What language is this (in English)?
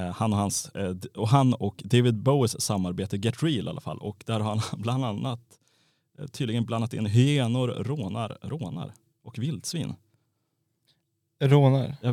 Swedish